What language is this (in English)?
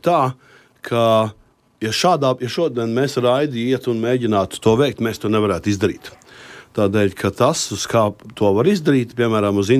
Latvian